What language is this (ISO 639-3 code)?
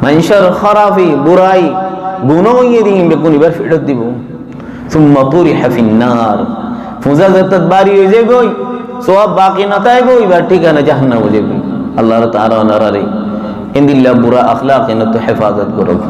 rhg